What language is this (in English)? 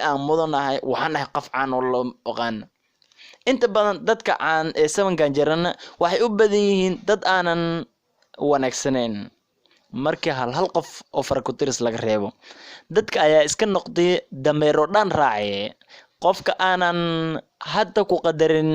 Somali